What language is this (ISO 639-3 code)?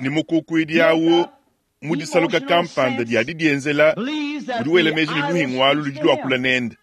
lua